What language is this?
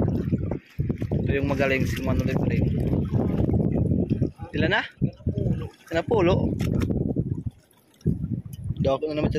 Filipino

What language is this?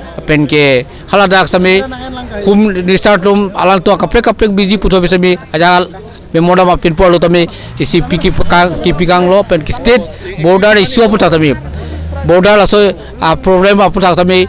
Karbi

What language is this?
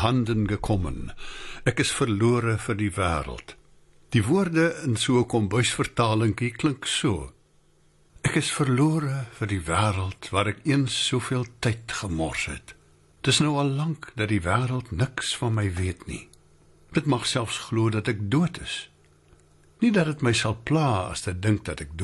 Afrikaans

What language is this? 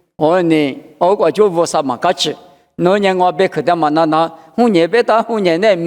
Lisu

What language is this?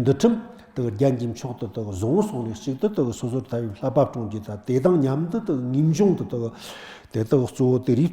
Tibetan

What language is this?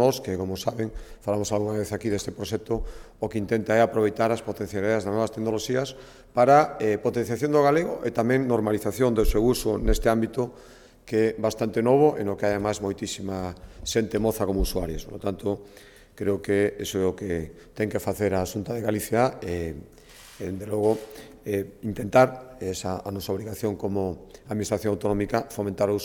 Galician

